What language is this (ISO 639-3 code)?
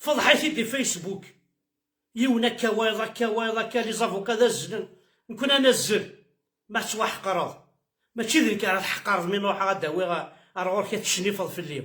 kab